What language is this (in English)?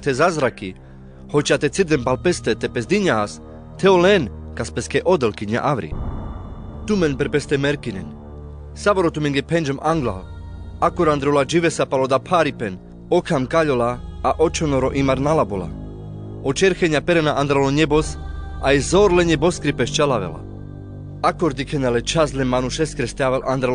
Carpathian Romani